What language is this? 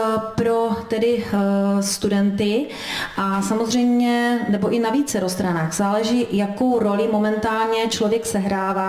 Czech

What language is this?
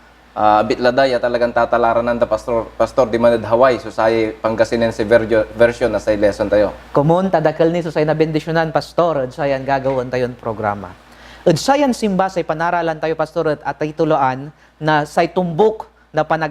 Pangasinan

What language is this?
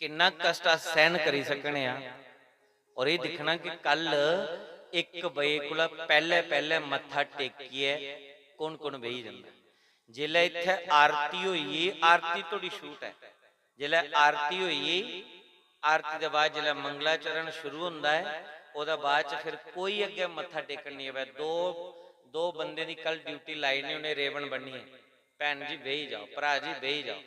Dogri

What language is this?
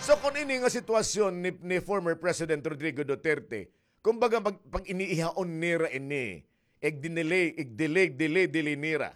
Waray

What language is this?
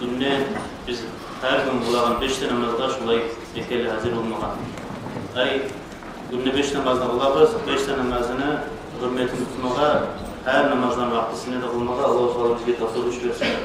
Kumyk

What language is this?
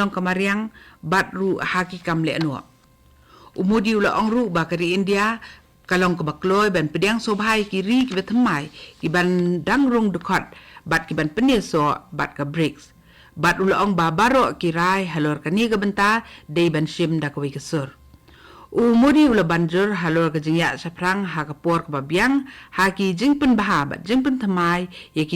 Khasi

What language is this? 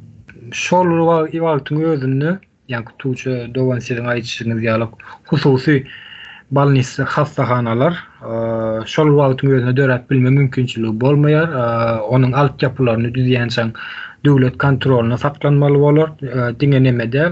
Turkmen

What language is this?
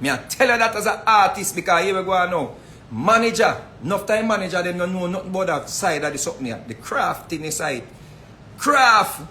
Jamaican Creole English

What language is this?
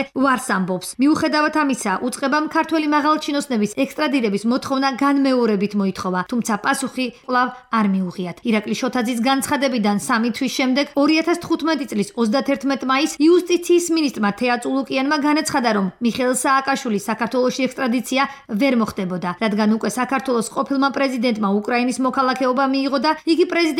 Georgian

